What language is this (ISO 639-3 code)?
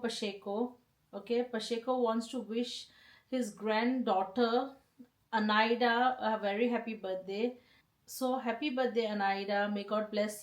kok